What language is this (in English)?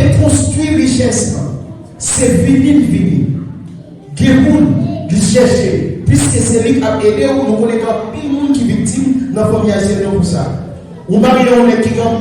Haitian Creole